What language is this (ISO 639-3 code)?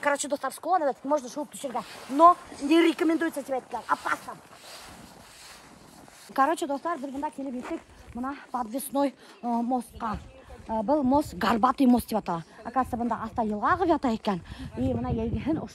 kaz